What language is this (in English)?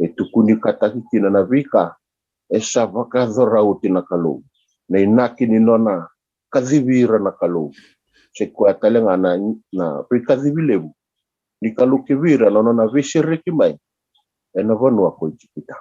Fijian